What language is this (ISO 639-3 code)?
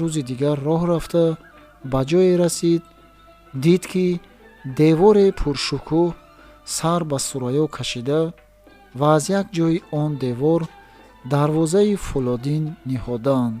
tgk